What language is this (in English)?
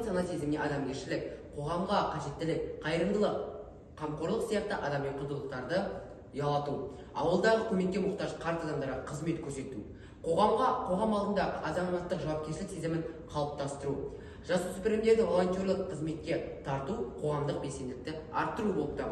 Kazakh